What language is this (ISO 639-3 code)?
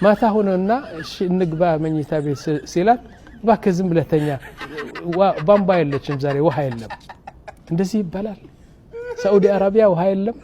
amh